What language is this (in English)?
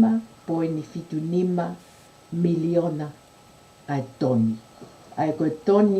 Tongan